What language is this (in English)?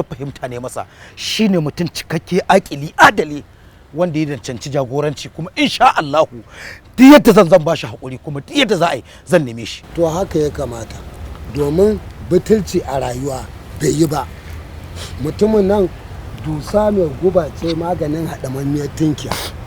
Hausa